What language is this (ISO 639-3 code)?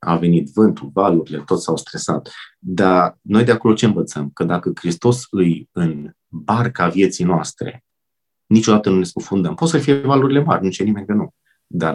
ron